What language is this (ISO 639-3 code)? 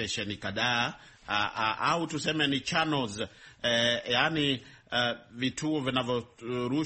swa